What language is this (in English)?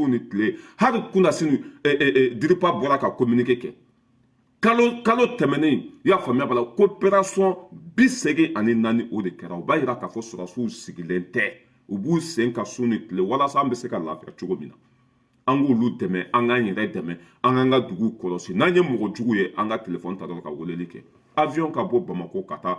Bambara